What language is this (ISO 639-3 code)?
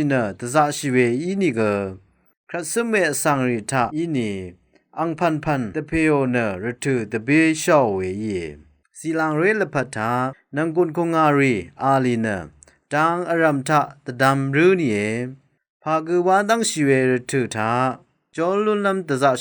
raw